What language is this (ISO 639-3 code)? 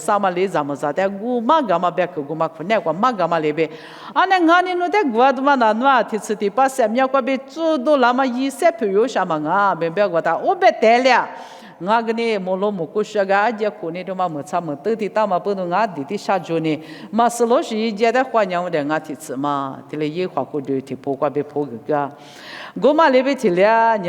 lis